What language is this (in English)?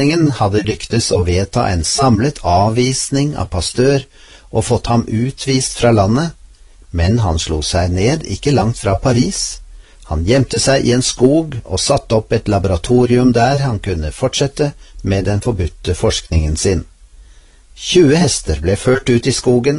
Norwegian